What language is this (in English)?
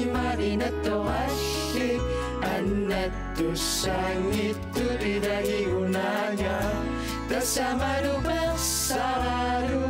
Kalaallisut